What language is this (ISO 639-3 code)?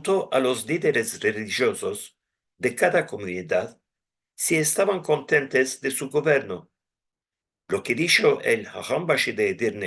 lad